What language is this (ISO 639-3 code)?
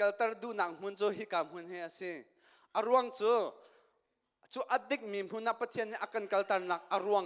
cnh